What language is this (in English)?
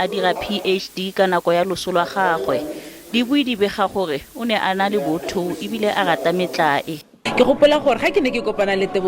Tswana